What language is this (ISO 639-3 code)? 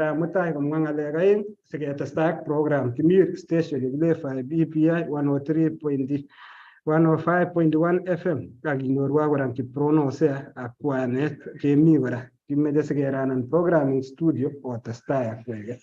kln